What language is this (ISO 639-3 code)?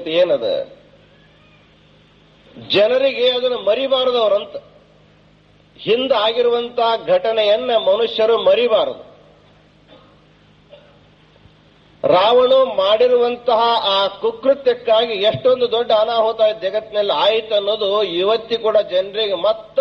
kan